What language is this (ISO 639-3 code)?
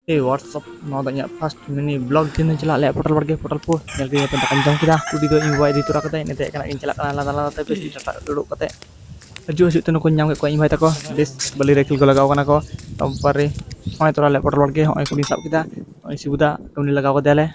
sat